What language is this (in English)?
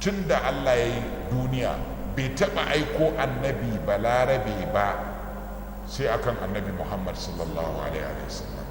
Hausa